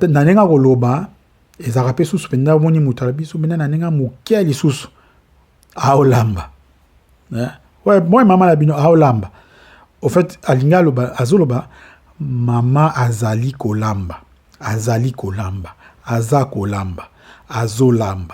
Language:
Lingala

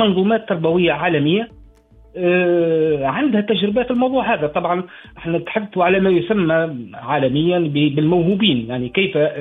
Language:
Tunisian Arabic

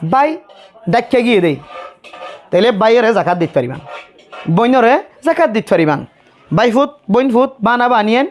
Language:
Rohingya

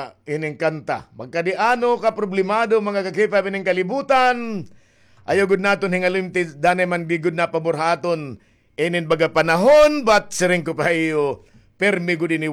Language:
Waray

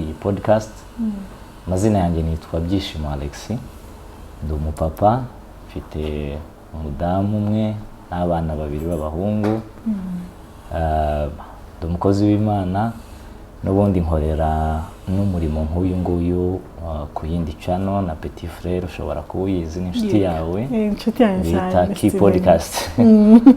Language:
Kinyarwanda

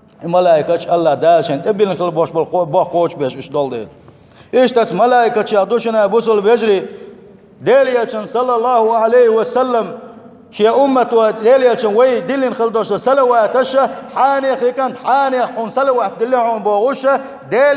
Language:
Chechen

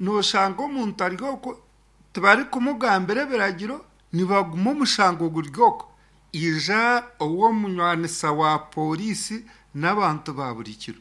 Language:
Nyankole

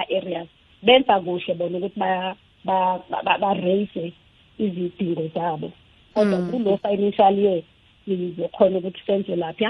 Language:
South Ndebele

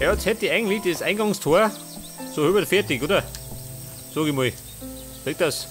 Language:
Bavarian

